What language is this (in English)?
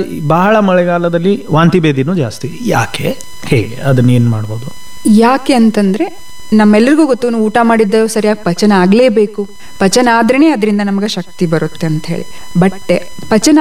Kannada